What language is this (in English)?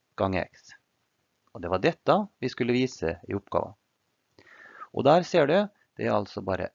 Norwegian